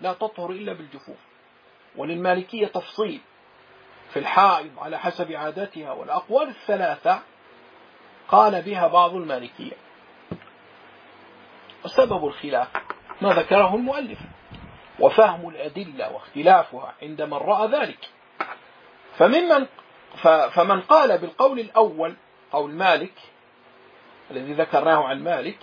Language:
Arabic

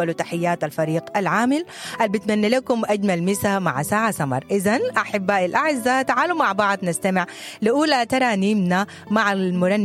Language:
Sudanese Arabic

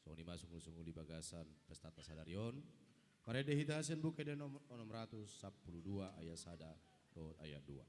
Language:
Batak Toba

